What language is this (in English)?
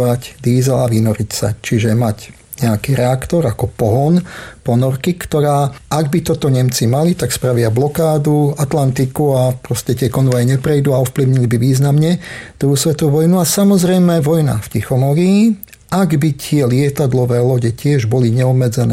Slovak